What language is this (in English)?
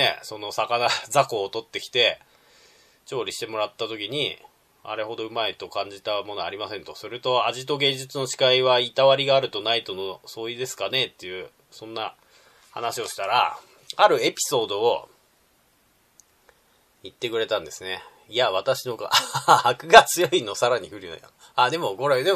Japanese